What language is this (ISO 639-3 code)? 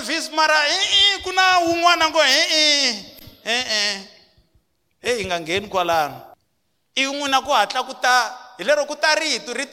tso